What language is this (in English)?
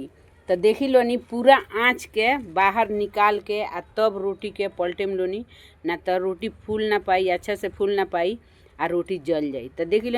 Bhojpuri